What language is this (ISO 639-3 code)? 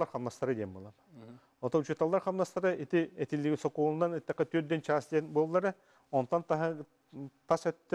sah